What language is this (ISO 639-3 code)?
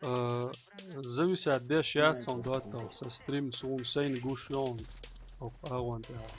che